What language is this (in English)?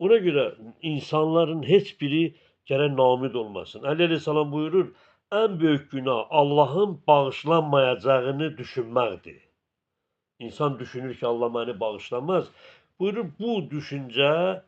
Azerbaijani